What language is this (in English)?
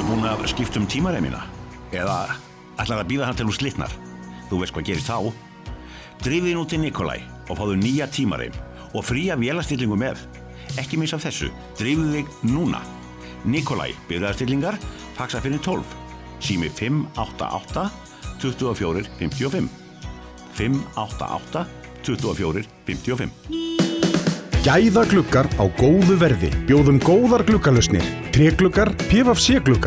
Icelandic